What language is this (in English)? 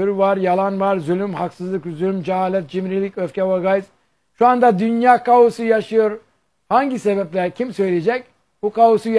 Turkish